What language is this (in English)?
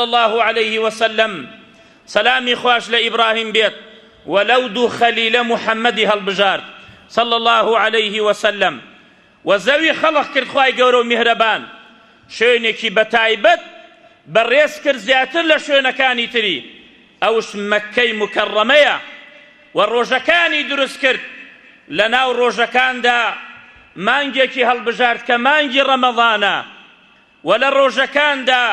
Central Kurdish